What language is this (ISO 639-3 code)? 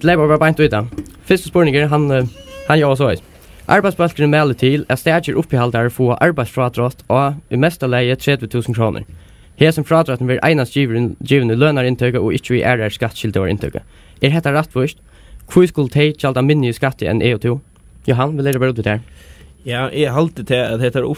fao